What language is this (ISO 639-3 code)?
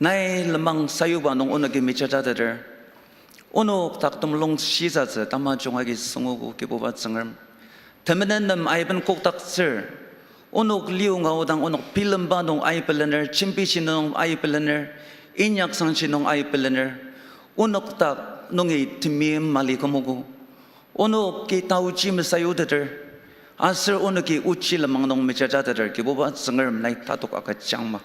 njo